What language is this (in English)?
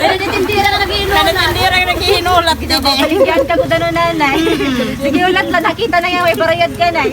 Waray